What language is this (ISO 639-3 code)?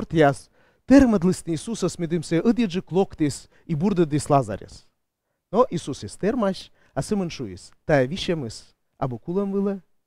kom